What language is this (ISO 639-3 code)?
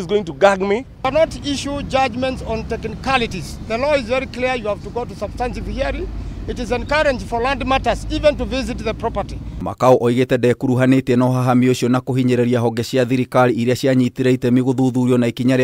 kik